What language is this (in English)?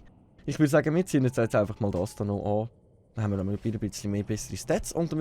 Swiss German